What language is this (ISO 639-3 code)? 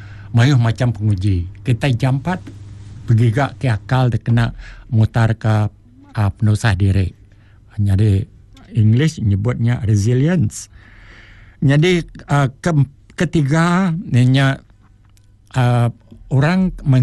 iba